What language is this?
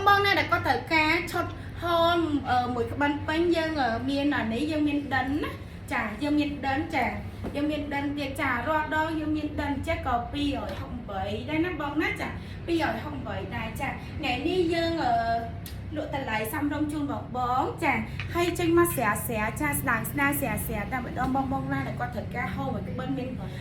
Khmer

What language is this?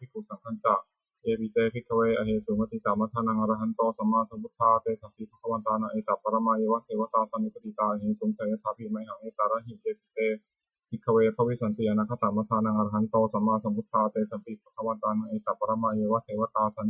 Pali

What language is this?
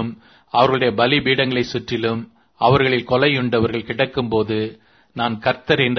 Tamil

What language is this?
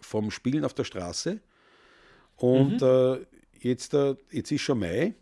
Bavarian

